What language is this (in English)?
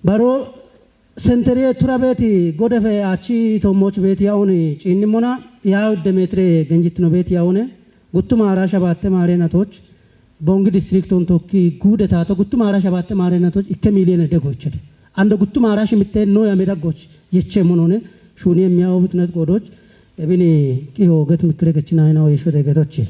Kafa